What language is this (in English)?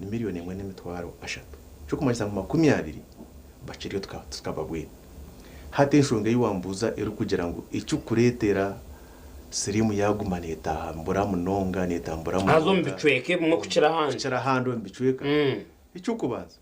Nyankole